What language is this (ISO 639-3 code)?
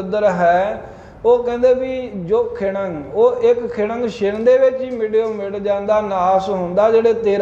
pan